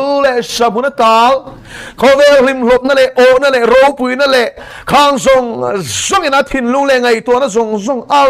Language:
Mizo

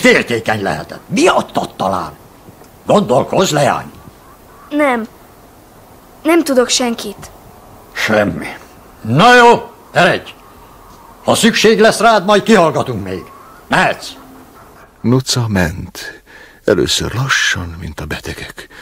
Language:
Hungarian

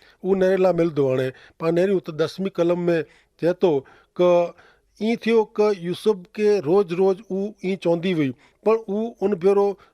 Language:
Kachhi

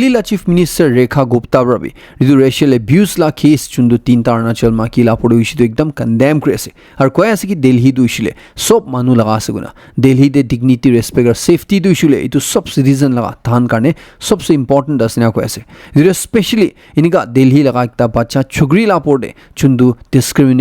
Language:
Naga Pidgin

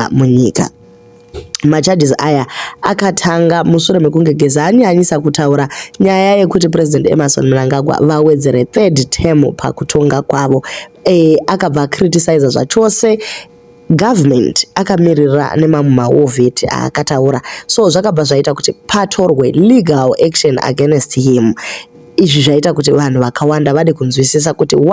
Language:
Shona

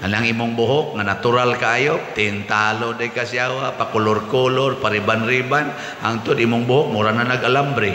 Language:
Cebuano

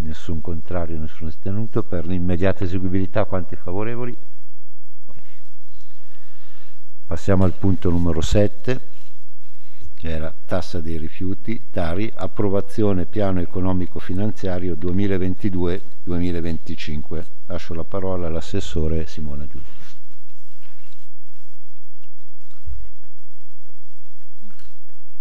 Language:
Italian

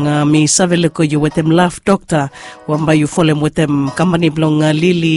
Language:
Bislama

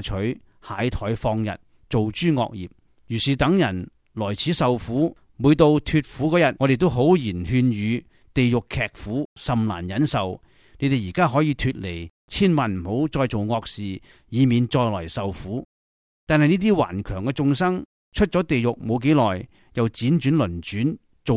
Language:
Cantonese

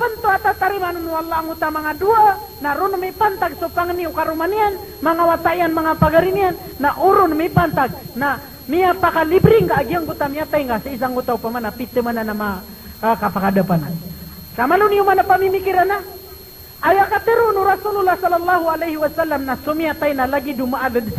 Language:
Maranao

